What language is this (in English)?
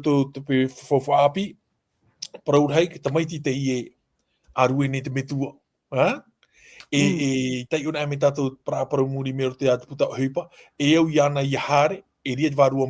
Tahitian